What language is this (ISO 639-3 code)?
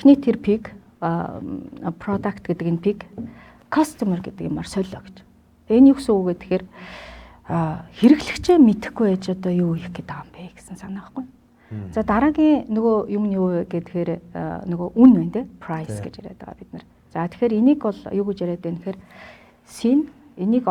mon